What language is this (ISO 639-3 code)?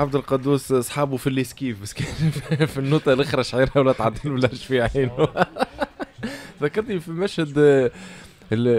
aeb